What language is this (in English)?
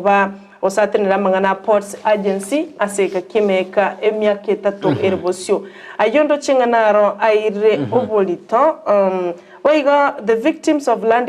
Gusii